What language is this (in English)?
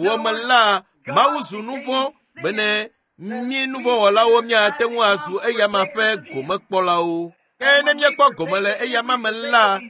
Ewe